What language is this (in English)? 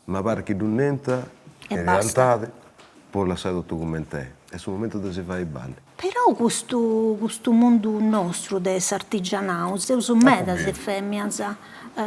Sardinian